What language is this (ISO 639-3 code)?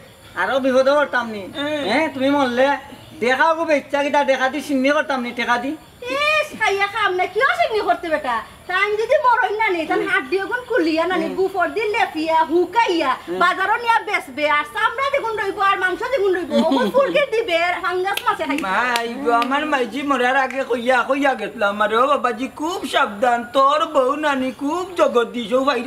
syl